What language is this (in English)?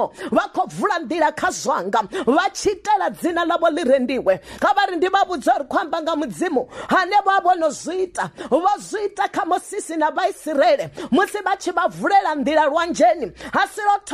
Venda